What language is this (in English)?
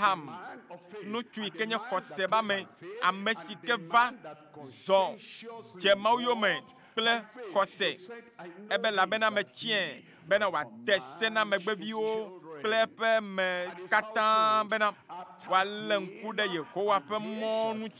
Ewe